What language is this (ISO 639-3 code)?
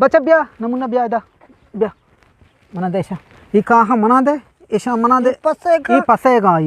bgp